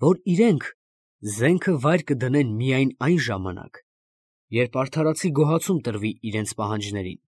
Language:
Armenian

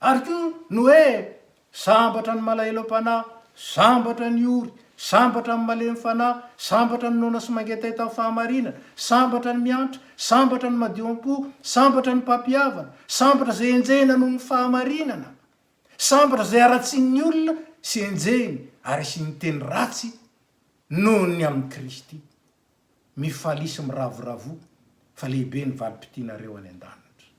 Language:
Malagasy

